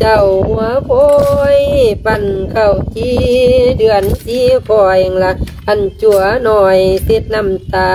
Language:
Lao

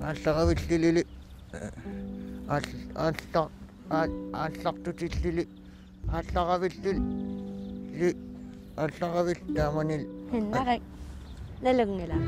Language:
Kalaallisut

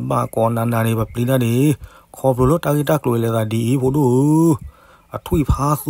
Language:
S'gaw Karen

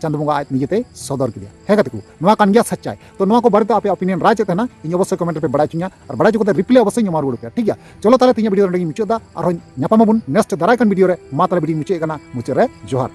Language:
Santali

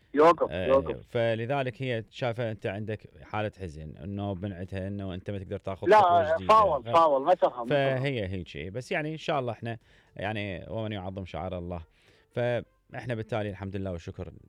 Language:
Mesopotamian Arabic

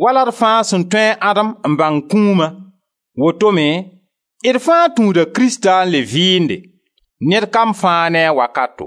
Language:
Mossi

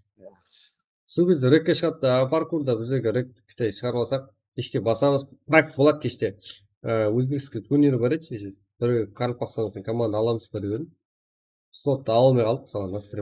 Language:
Kara-Kalpak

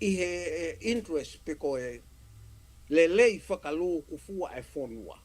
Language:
Tongan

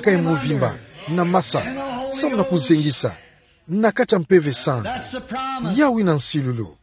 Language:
Kituba (Democratic Republic of Congo)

